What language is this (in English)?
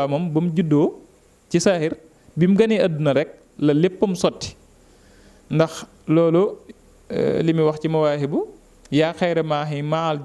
Wolof